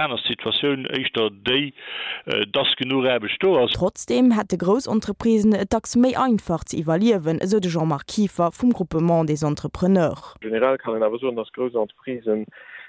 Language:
Luxembourgish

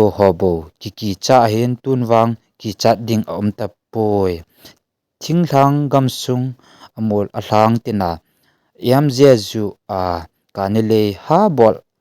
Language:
Thado Chin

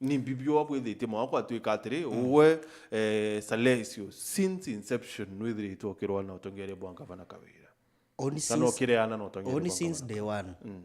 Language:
Meru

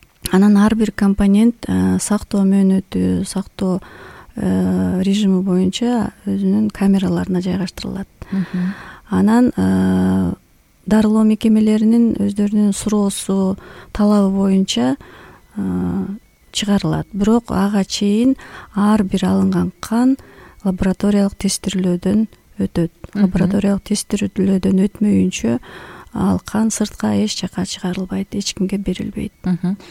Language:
Kyrgyz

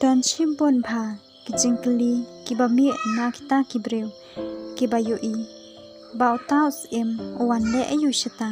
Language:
Khasi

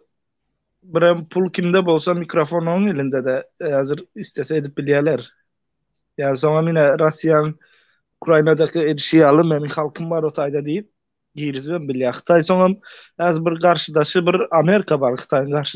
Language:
Turkmen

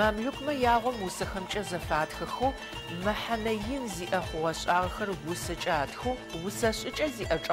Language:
Adyghe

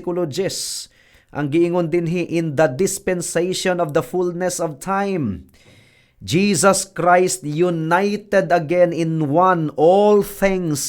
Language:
Cebuano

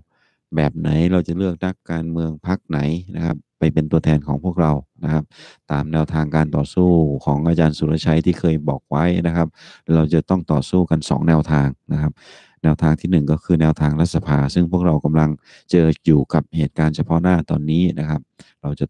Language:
Thai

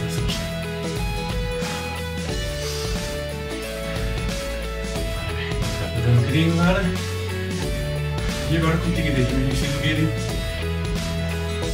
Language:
Portuguese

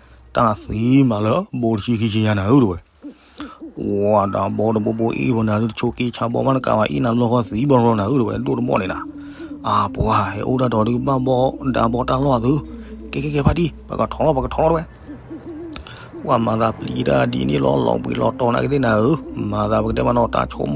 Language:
S'gaw Karen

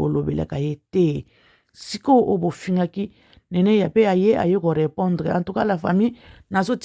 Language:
Lingala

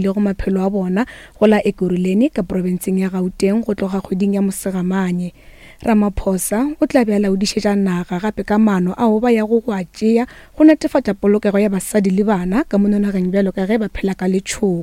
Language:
Northern Sotho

